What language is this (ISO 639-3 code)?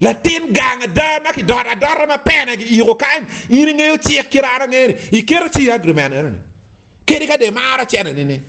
ach